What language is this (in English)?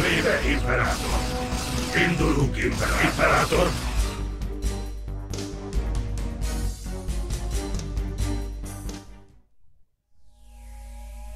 Hungarian